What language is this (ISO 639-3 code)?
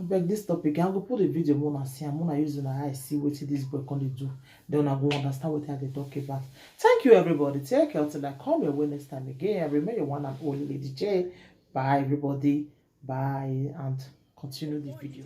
pcm